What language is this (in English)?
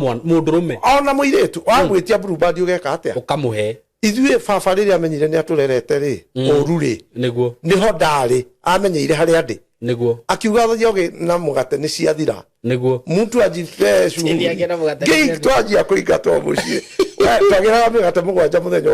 Kikuyu